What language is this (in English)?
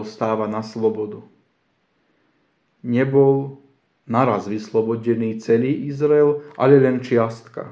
Slovak